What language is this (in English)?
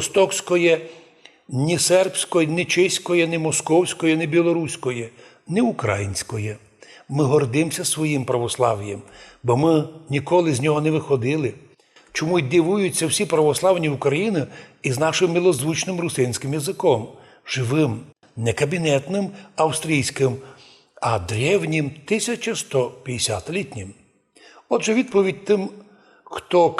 Rusyn